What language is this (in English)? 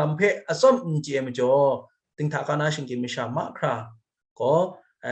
Kachin